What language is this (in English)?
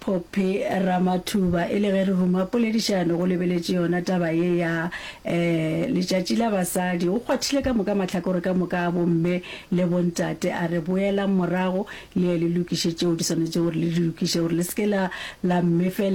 Northern Sotho